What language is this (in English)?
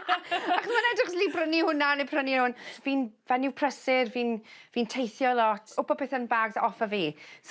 Welsh